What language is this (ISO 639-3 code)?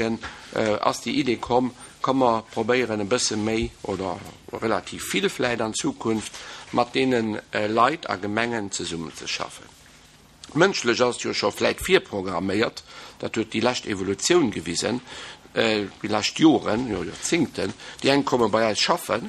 ltz